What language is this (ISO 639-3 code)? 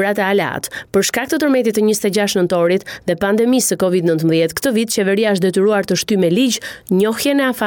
sqi